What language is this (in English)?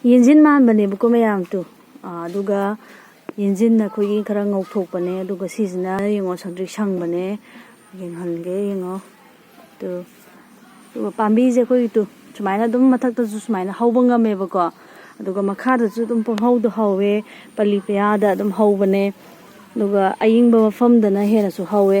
Manipuri